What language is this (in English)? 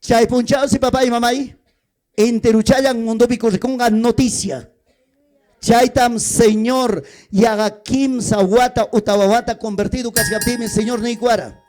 Ayacucho Quechua